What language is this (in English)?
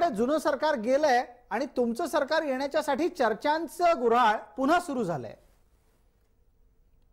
Marathi